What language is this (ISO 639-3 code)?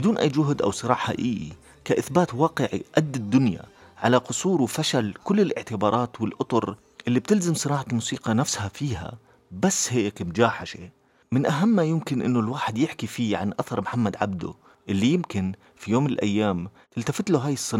apc